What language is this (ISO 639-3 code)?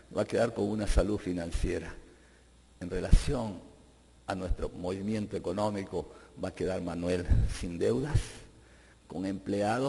spa